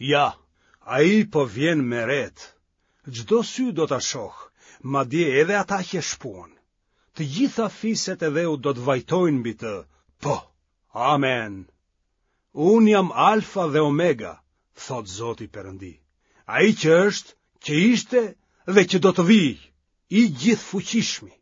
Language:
Albanian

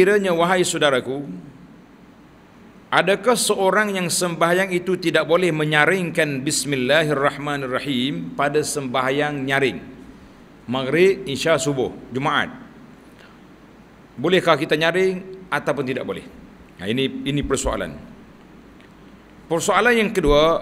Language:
Malay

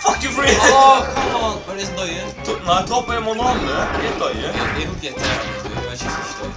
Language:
Faroese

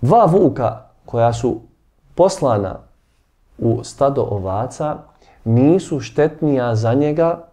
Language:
Bosnian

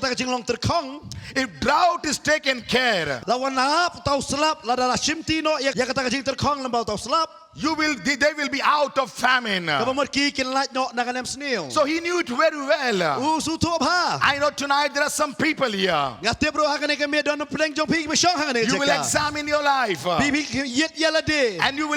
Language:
Khasi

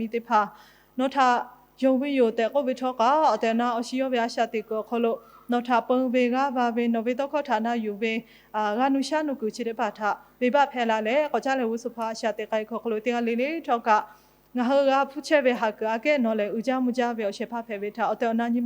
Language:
Lahu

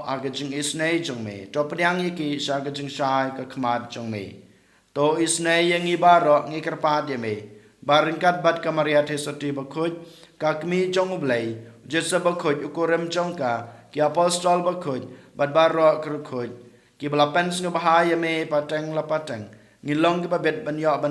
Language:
Khasi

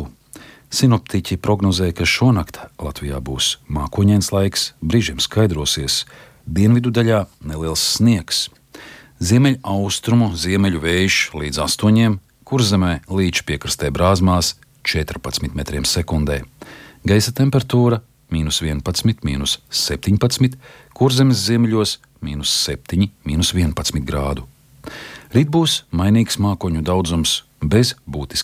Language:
Latvian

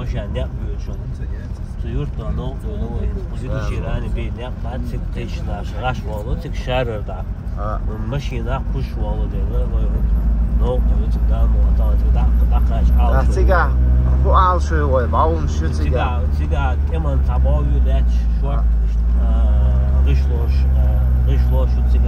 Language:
Chechen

